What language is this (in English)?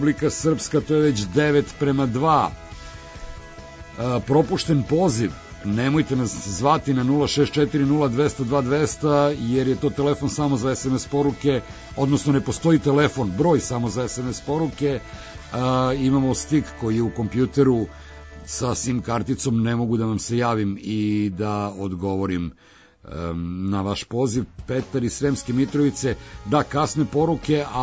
Serbian